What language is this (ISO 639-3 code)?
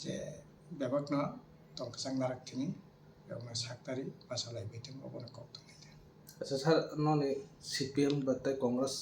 trp